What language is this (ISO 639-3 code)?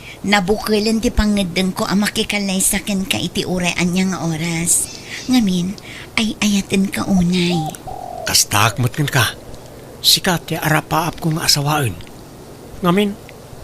ilo